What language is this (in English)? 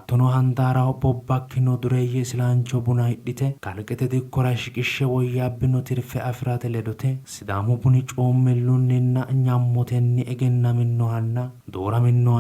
Sidamo